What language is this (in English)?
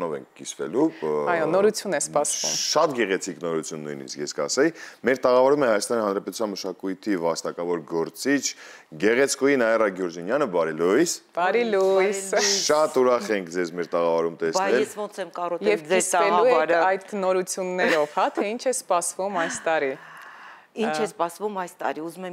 Armenian